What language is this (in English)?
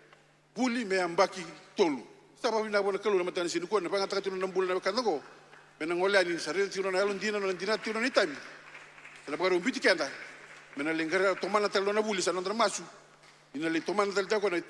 Fijian